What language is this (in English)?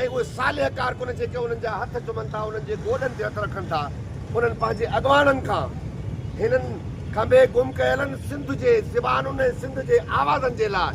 Sindhi